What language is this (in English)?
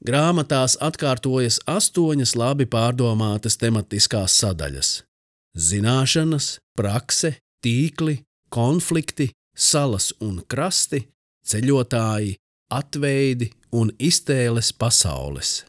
Latvian